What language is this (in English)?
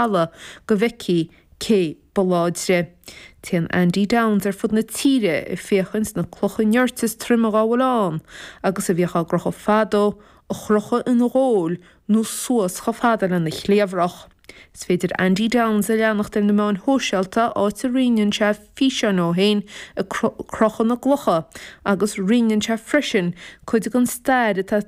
Irish